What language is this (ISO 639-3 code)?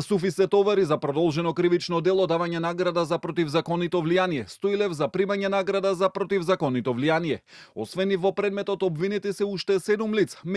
mkd